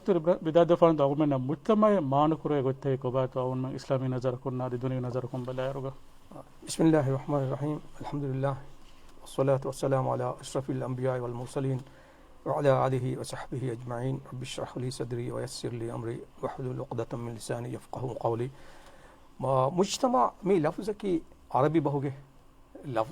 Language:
Divehi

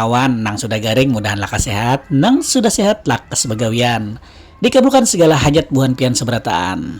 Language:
Banjar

